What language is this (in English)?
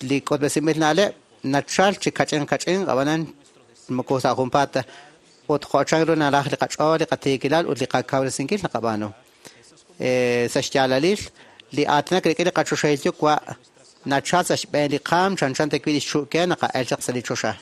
Kekchí